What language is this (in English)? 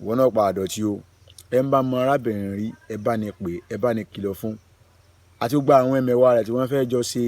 Yoruba